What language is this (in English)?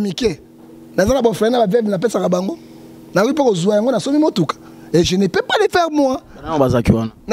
Lingala